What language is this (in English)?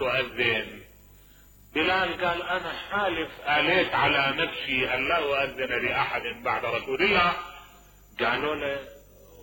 Mesopotamian Arabic